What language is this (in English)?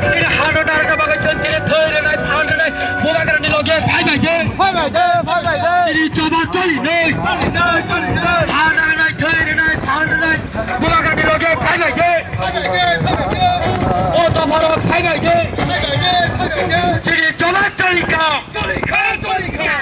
Kok Borok